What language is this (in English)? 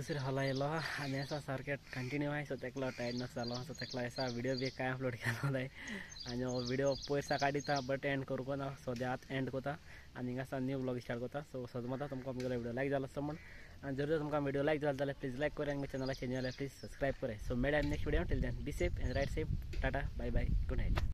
Konkani